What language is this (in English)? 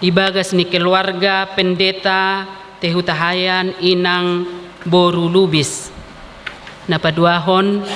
Batak Toba